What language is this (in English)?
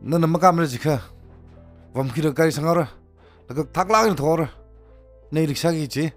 Tangkhul Naga (India)